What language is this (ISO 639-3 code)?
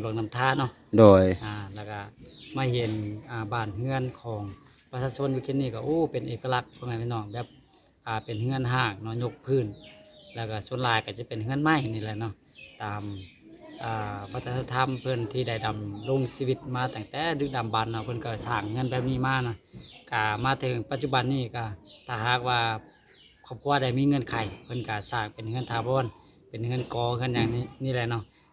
lao